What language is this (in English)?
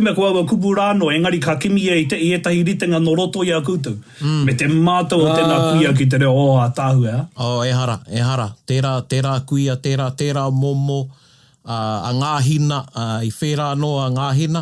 Māori